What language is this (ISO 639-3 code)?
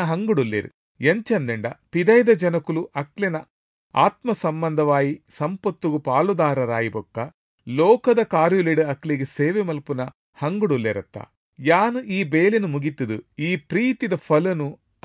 tcy